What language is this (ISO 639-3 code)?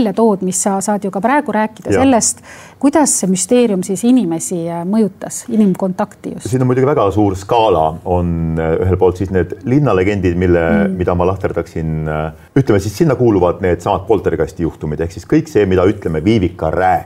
est